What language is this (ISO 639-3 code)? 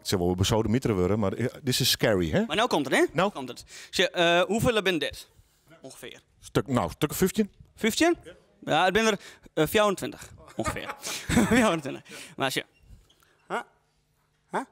fry